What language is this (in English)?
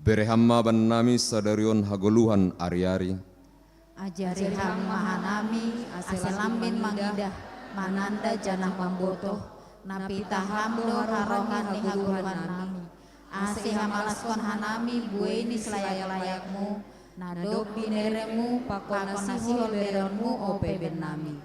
Batak Simalungun